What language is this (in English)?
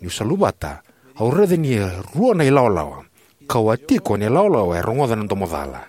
Fijian